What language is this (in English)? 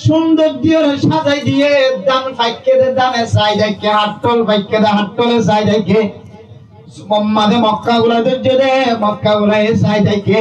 Rohingya